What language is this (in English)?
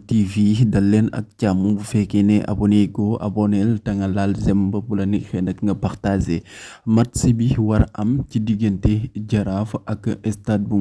Wolof